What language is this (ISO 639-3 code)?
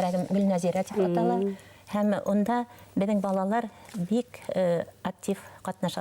bak